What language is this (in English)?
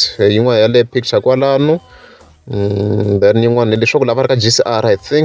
Tsonga